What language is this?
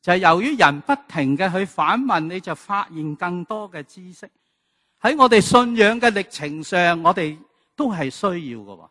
Cantonese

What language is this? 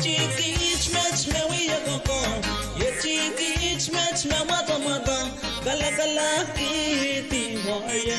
Pohnpeian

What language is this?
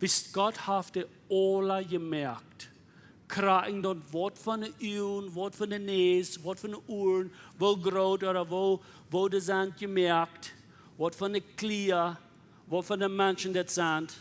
Plautdietsch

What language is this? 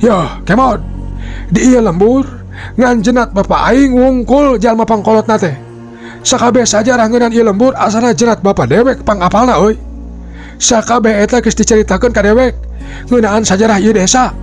Sundanese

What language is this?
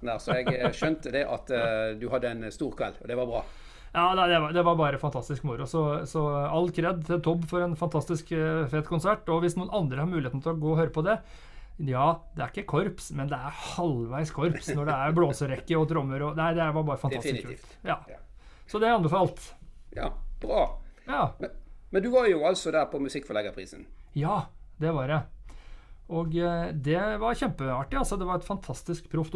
Norwegian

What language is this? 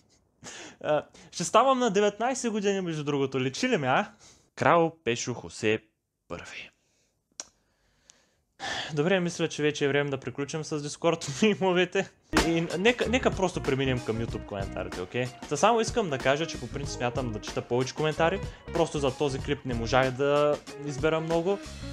Bulgarian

